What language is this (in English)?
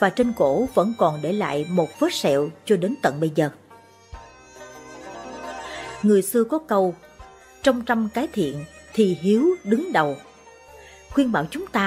Vietnamese